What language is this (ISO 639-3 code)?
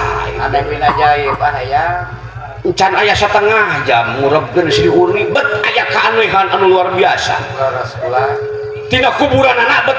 sun